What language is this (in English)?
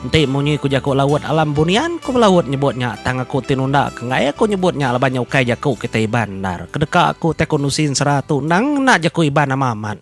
Iban